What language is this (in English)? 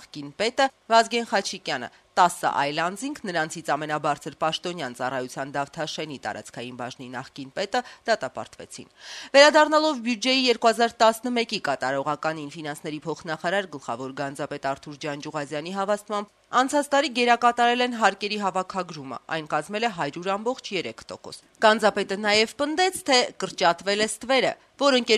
Armenian